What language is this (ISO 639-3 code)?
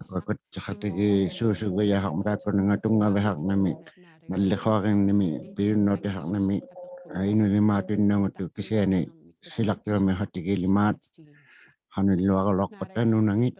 iku